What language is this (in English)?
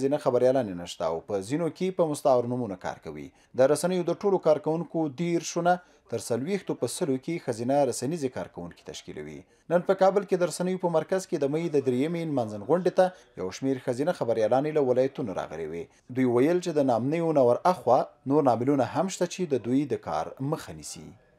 Pashto